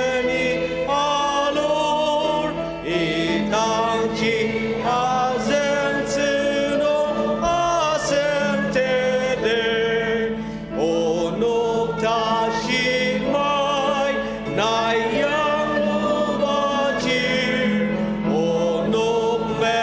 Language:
Ao Naga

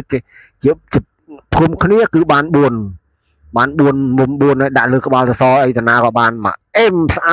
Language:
Khmer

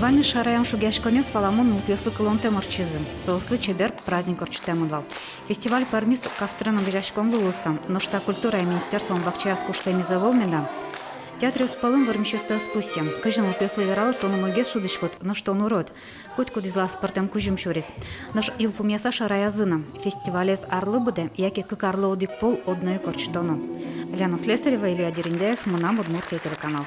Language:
Udmurt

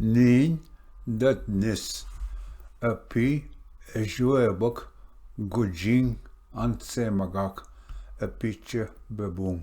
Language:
Ojibwa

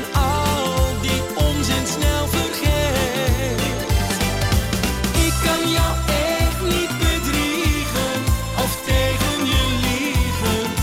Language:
Dutch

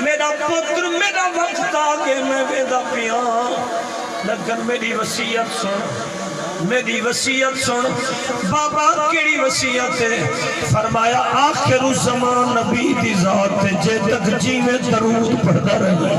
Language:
Saraiki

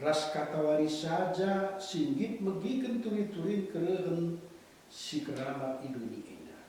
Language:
Batak Karo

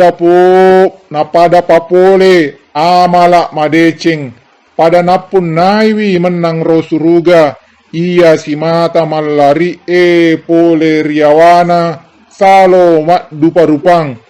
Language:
Buginese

